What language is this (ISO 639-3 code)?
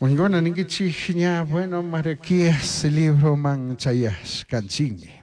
qug